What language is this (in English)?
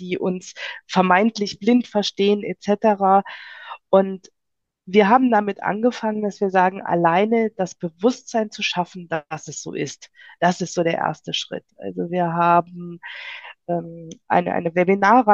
German